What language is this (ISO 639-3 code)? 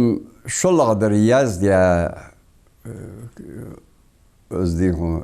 inh